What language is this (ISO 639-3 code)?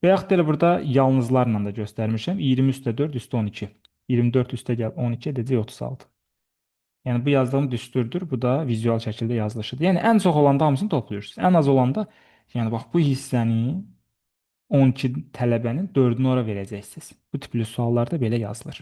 aze